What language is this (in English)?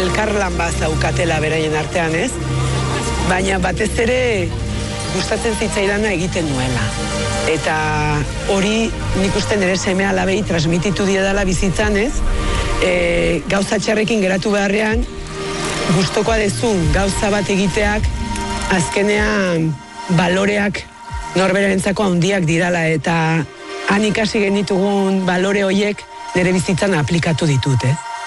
Basque